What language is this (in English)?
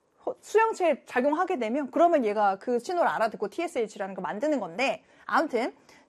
Korean